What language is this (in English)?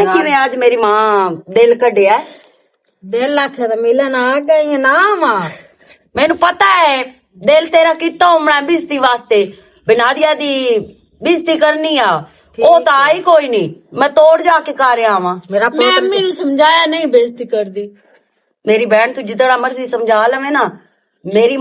Western Panjabi